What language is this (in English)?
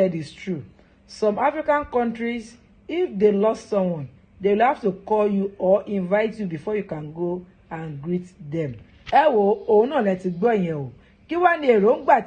Yoruba